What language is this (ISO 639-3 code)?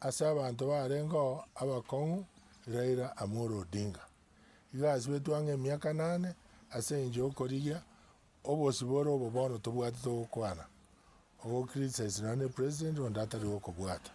guz